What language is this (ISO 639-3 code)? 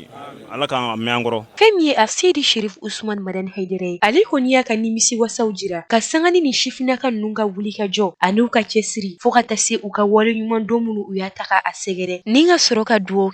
bam